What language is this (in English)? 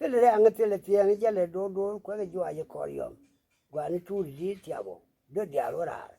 Nuer